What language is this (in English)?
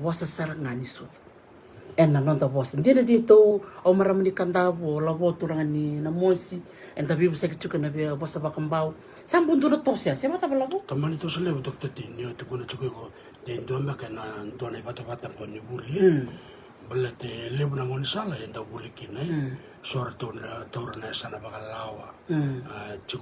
Fijian